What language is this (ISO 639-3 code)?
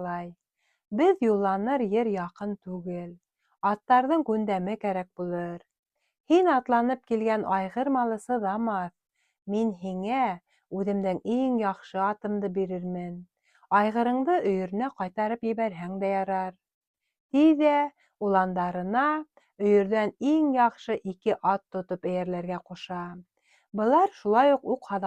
bak